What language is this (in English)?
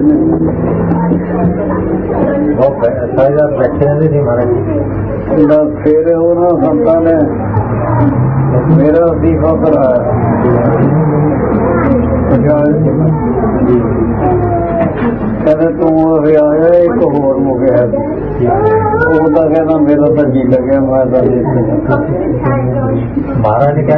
Punjabi